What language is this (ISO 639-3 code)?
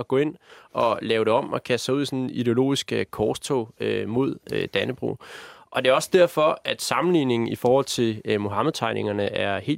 dan